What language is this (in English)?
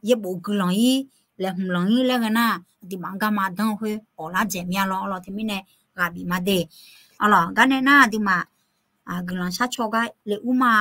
Akha